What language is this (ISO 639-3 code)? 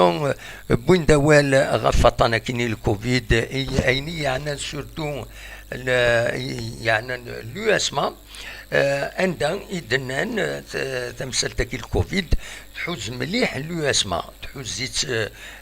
kab